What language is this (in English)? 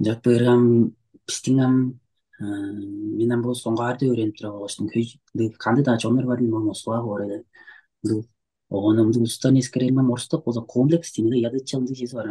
Tuvinian